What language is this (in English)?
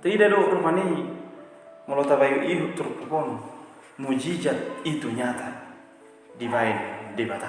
Batak Toba